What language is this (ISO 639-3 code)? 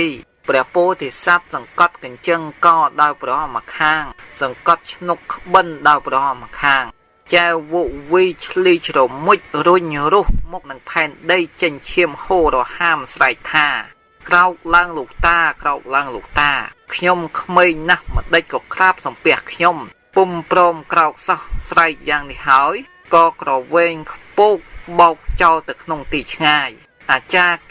khm